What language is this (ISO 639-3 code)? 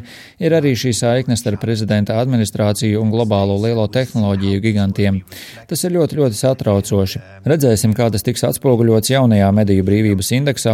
lav